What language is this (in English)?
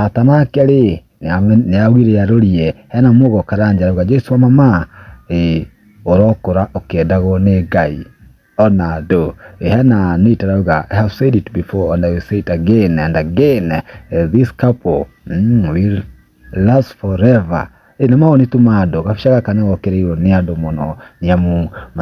Kikuyu